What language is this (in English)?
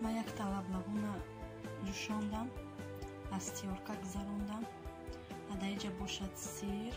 Tajik